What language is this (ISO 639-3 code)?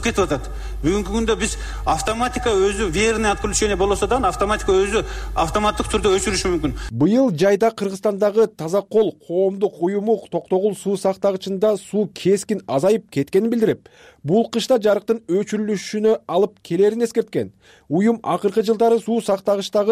kir